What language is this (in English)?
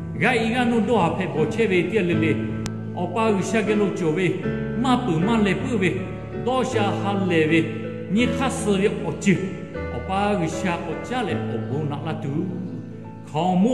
Lahu